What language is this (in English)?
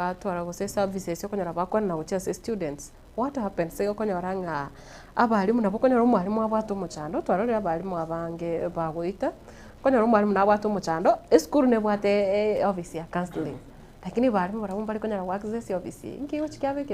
Gusii